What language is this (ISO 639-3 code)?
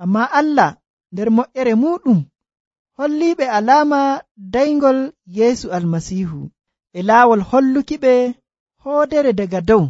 fuv